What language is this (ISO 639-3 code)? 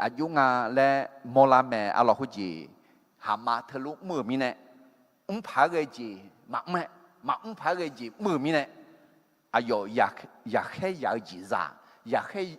ahk